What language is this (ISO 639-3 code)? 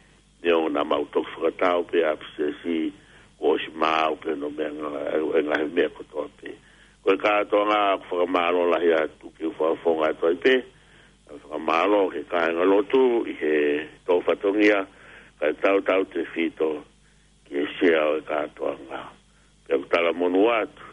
ton